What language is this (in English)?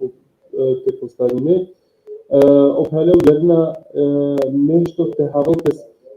Balkan Romani